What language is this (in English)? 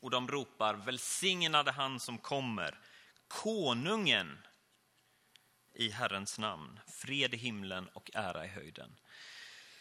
Swedish